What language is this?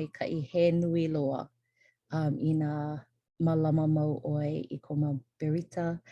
Hawaiian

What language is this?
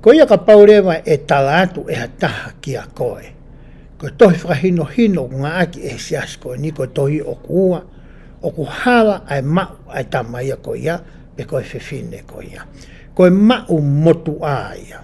Tongan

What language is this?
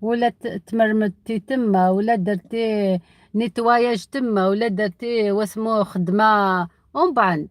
Algerian Arabic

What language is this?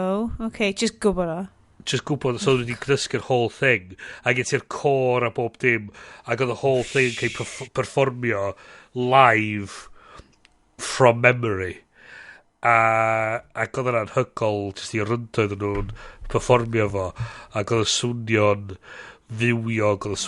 Welsh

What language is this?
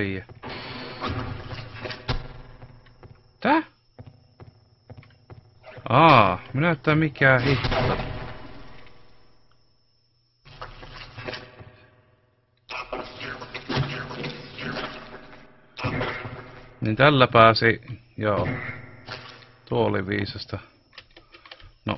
Finnish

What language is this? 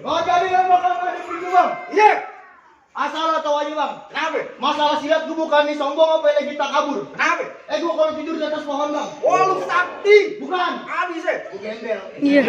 Betawi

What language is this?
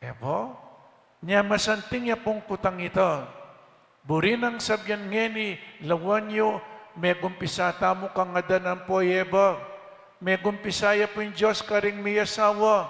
Pampanga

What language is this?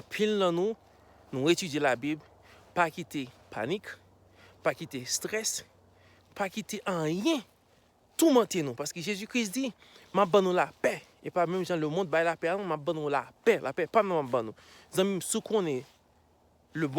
Haitian Creole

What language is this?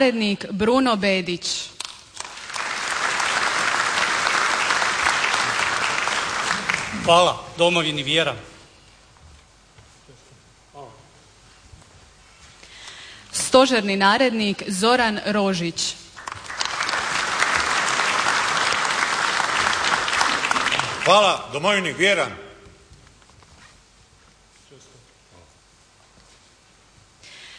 Croatian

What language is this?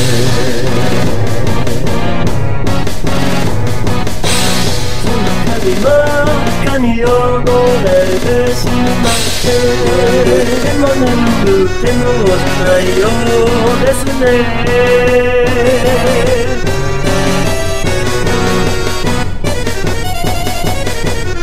Japanese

